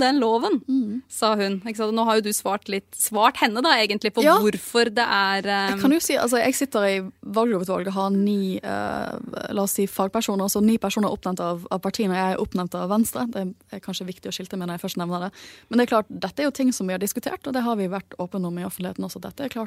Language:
Norwegian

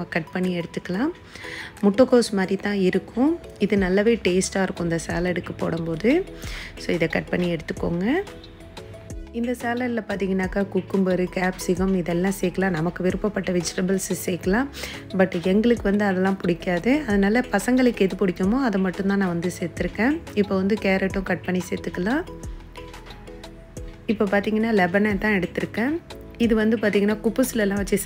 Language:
Tamil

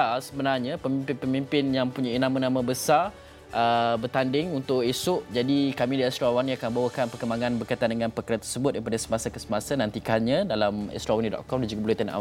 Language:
Malay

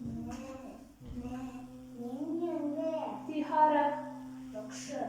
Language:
Bashkir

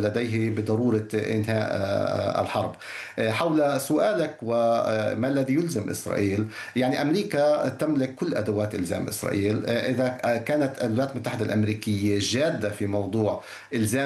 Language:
Arabic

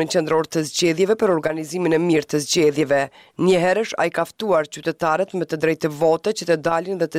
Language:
Albanian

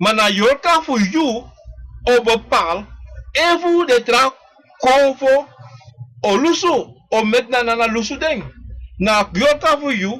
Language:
Sranan Tongo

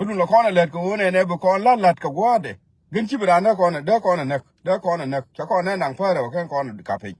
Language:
Nuer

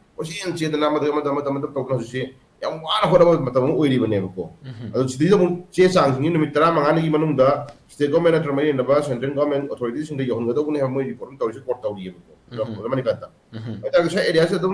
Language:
Manipuri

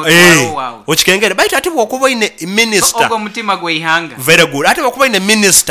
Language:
Nyoro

